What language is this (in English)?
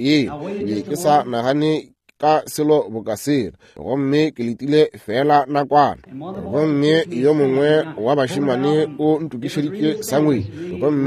Northern Sotho